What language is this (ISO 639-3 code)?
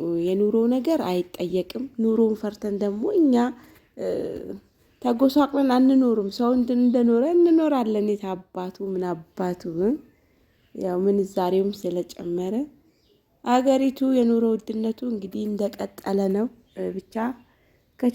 amh